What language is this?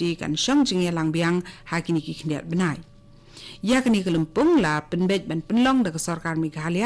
Khasi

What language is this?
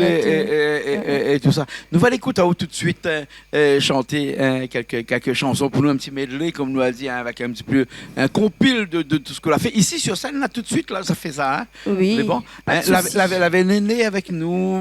Réunion Creole French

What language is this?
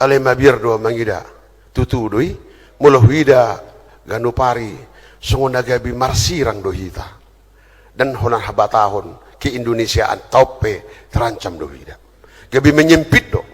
Batak Toba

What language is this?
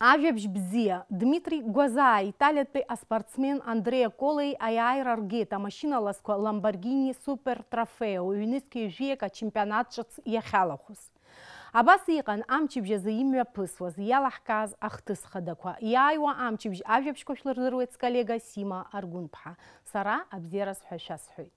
Abkhazian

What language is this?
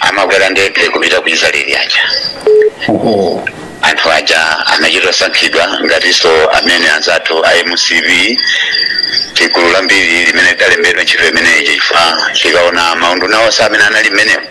Nyanja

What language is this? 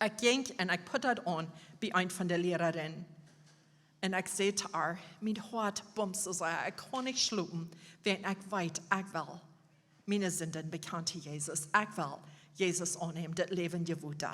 Plautdietsch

